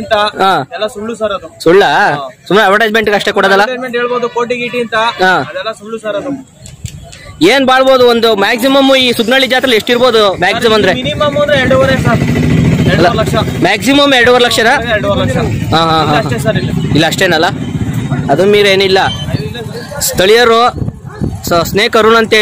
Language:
Kannada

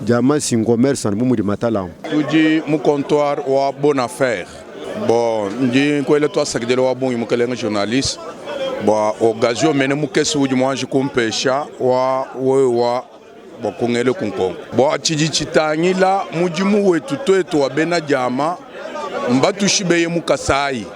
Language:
Luba-Lulua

